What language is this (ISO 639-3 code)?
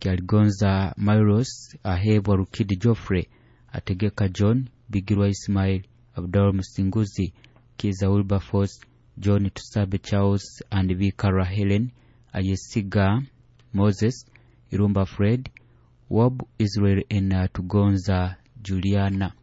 nyo